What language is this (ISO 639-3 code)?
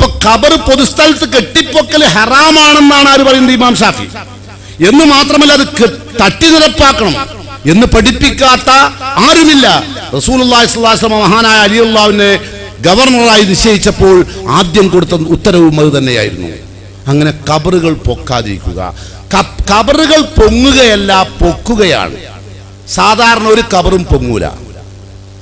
mal